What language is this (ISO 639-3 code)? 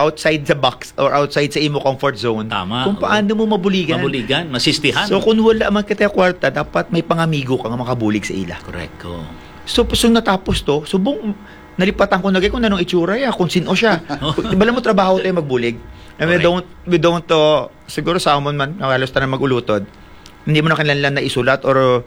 hil